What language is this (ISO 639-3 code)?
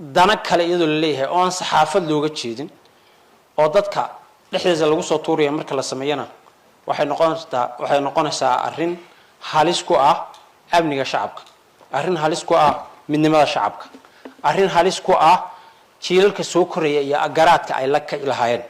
som